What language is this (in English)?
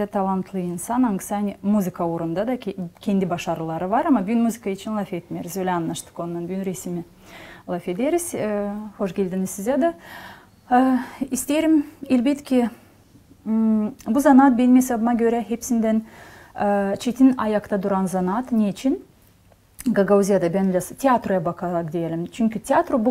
Gagauz